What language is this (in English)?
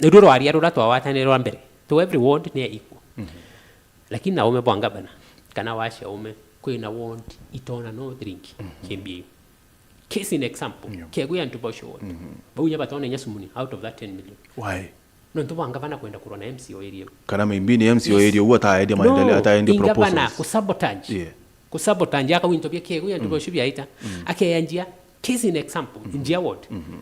Meru